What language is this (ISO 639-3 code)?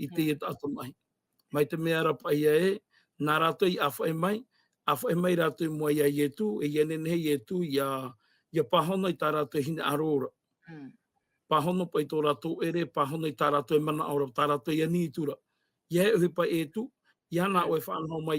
tah